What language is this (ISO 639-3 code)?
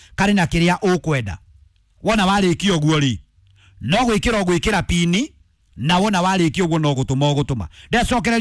kik